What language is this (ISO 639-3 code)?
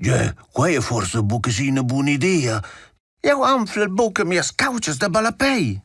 roh